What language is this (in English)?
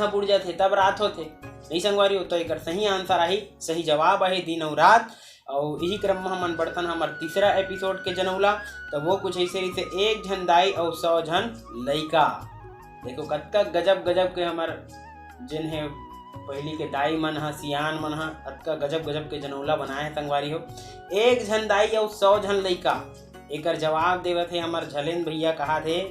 Chhattisgarhi